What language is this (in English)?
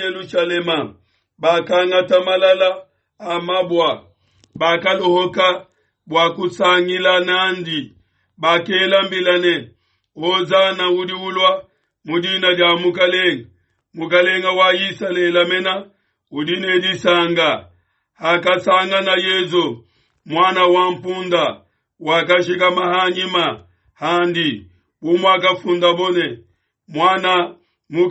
Luba-Lulua